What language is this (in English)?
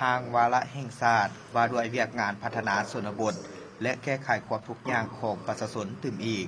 Lao